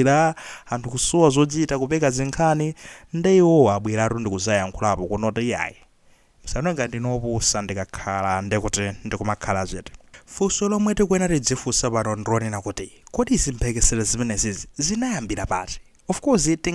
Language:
Nyanja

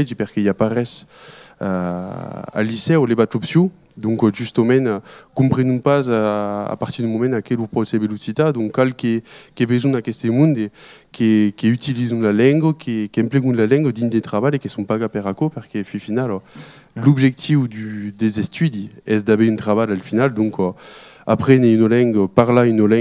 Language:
Occitan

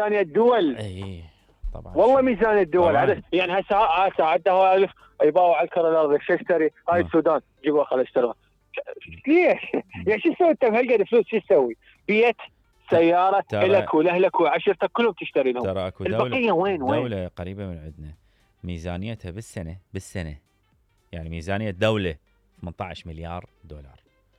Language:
Mesopotamian Arabic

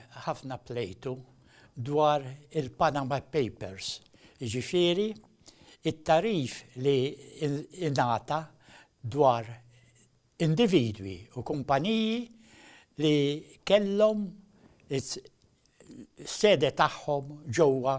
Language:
Maltese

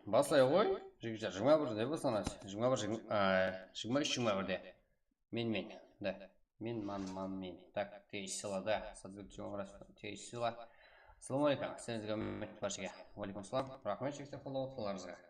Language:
Kara-Kalpak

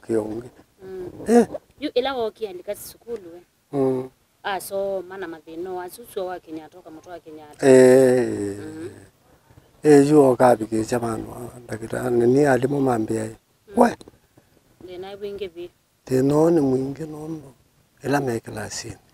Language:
Kamba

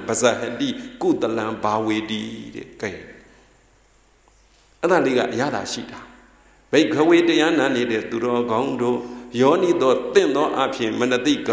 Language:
Burmese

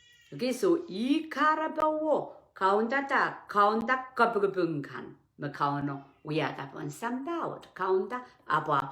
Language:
Pohnpeian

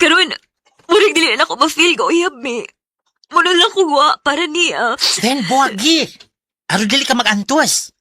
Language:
Cebuano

